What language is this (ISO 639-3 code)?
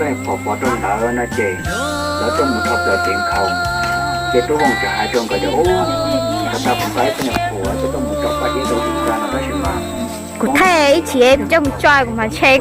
hmn